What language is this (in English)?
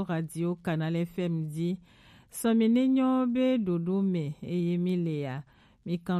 Gen